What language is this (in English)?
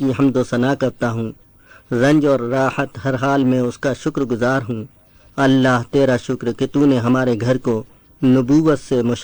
Urdu